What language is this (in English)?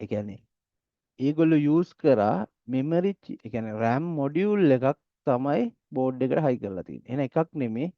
Sinhala